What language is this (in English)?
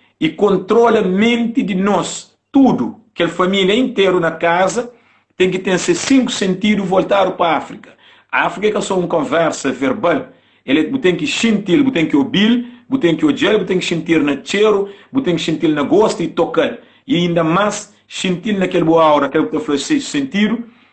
Kabuverdianu